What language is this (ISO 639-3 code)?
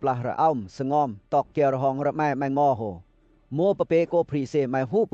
lcp